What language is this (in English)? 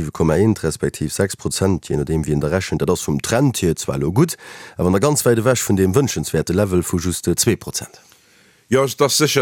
Luxembourgish